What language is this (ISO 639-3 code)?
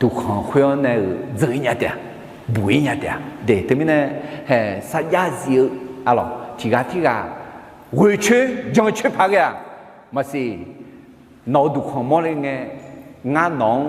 ahk